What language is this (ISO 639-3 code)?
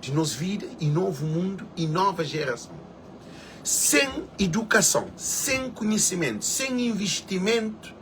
kea